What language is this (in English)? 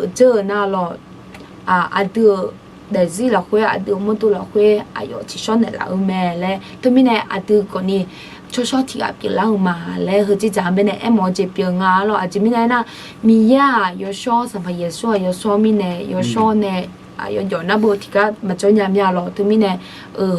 Akha